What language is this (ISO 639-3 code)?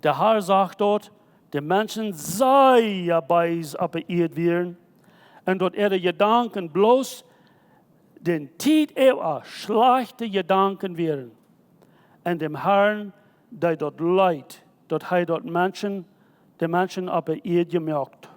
pdt